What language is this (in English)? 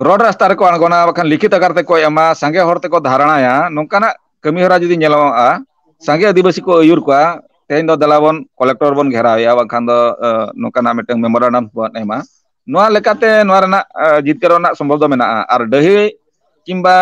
Santali